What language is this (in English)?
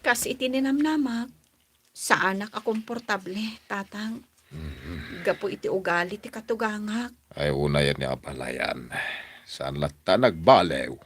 Iloko